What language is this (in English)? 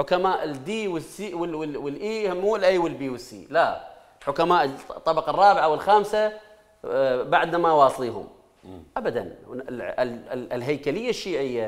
Mesopotamian Arabic